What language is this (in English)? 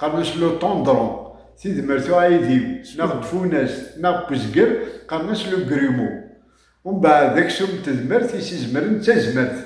Kabyle